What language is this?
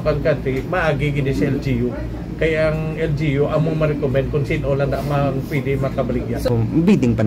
Hiligaynon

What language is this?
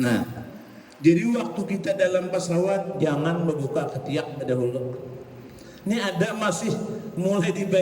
Banjar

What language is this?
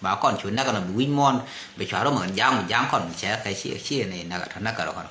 Nuer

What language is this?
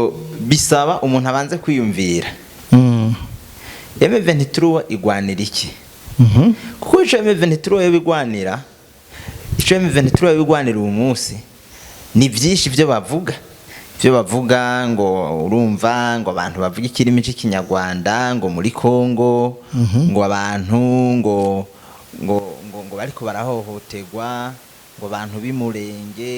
Rundi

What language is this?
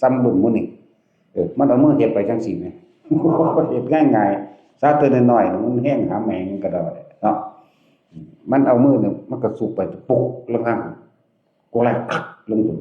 Northeastern Thai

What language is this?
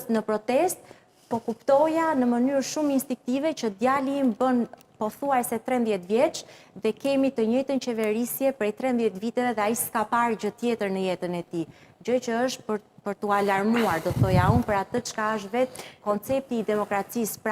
Albanian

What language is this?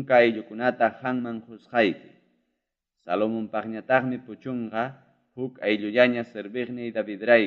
Ayacucho Quechua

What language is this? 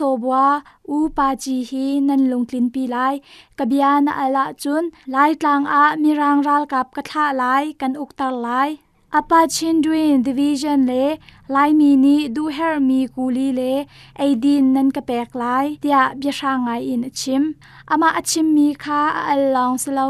Hakha Chin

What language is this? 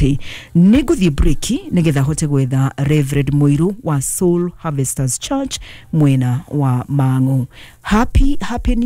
Kikuyu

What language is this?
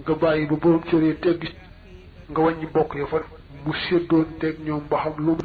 Wolof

